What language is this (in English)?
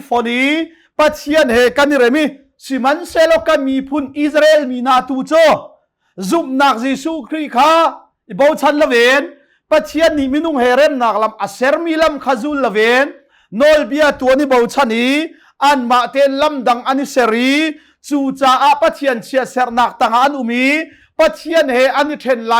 Hakha Chin